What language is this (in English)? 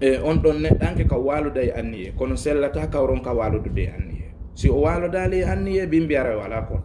Fula